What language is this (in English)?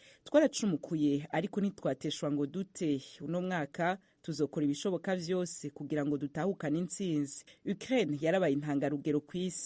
Rundi